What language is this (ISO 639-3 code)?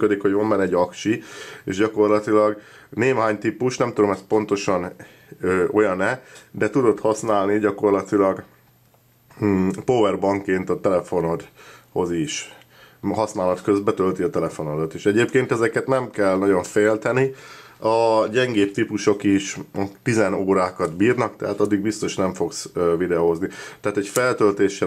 hun